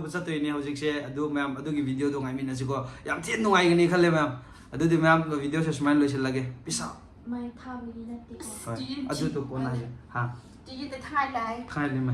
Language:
Manipuri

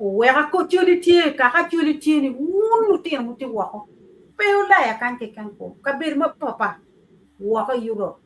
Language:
Acoli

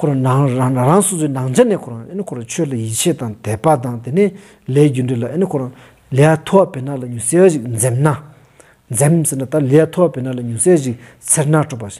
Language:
Stod Bhoti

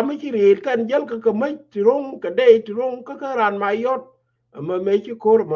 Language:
Nuer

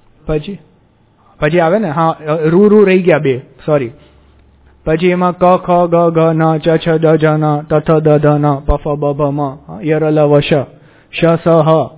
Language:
Gujarati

